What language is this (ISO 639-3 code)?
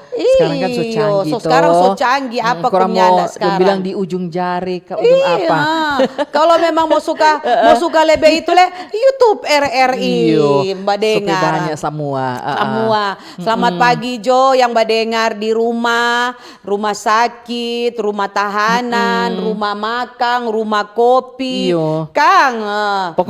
xmm